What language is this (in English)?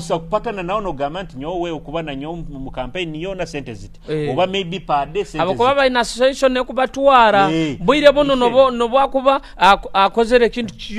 Nyoro